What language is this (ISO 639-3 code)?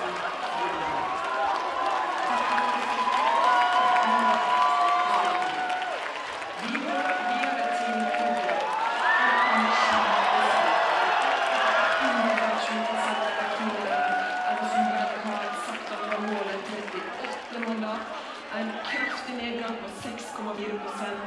nor